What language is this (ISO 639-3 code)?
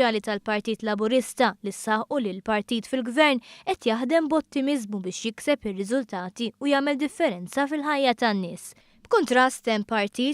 mlt